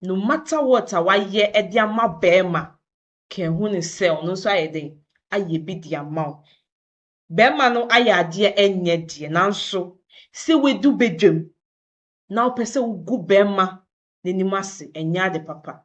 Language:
Akan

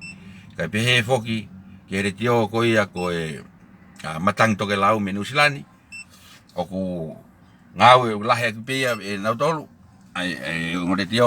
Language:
Tongan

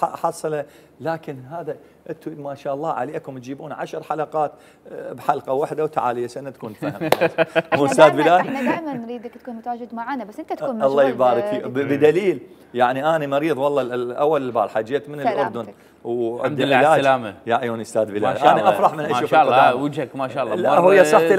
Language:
Mesopotamian Arabic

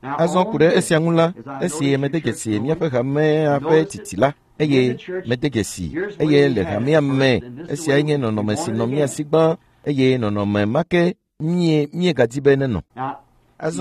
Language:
Ewe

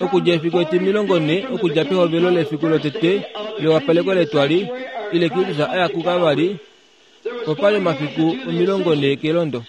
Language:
Kuanyama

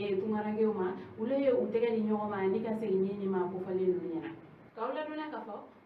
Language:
Bambara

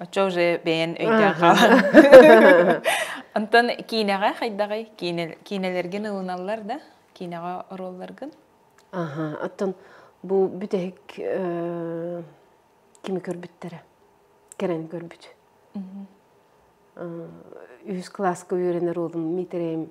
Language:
Yakut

